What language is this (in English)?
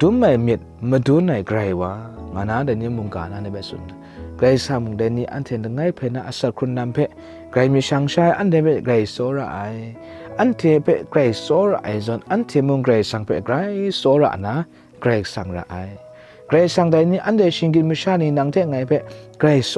Kachin